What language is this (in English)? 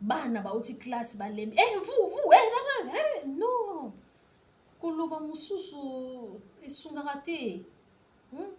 Lingala